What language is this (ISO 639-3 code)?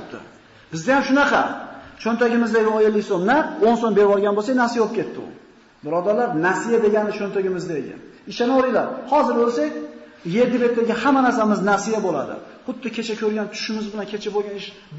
uzb